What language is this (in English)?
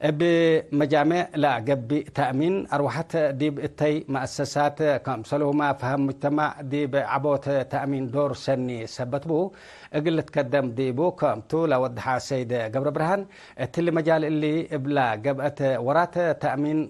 Tigre